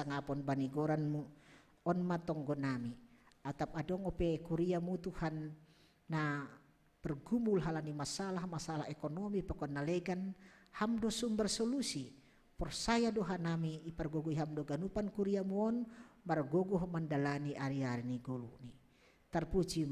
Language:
Batak Simalungun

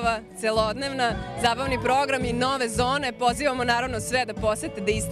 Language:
Serbian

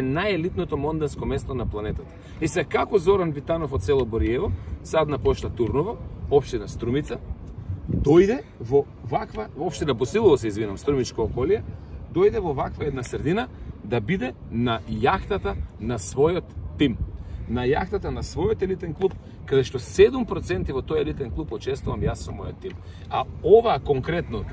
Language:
Macedonian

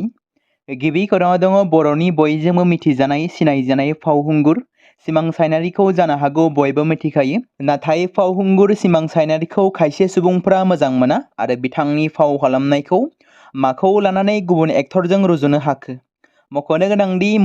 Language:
Bodo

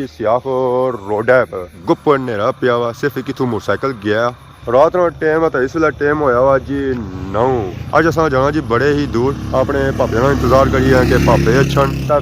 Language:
Pahari-Potwari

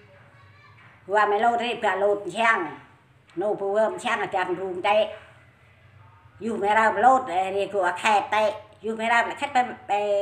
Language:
Central Mnong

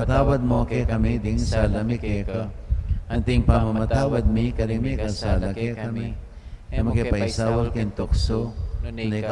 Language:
Pampanga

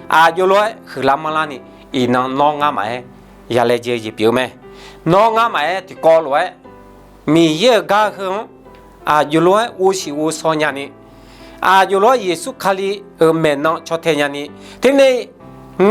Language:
Akha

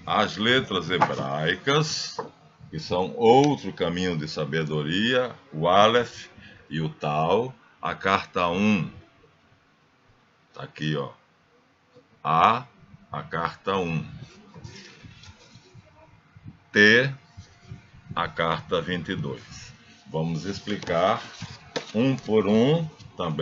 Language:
Portuguese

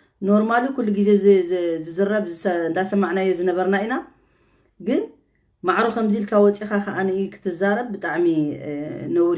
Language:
Tigrinya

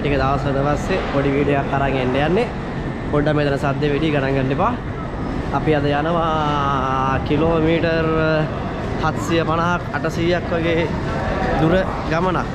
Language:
Sinhala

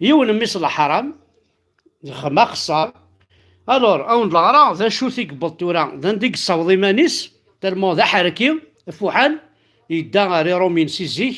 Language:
Kabyle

